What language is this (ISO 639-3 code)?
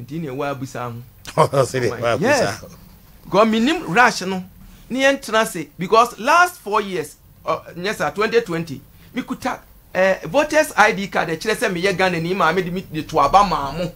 aka